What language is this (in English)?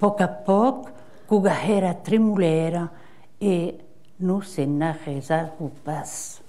Occitan